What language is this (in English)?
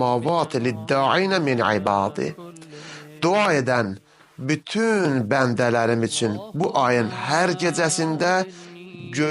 Azerbaijani